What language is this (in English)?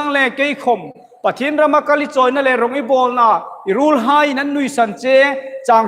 Hmar